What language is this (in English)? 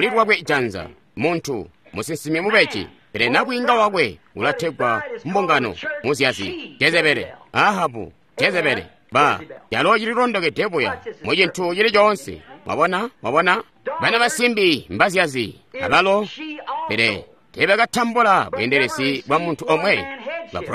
Tonga (Zambia)